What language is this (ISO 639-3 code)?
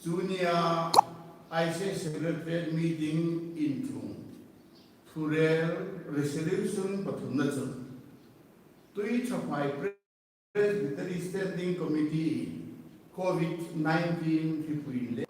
hmr